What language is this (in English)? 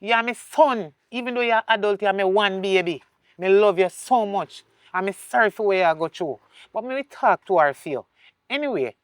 Jamaican Creole English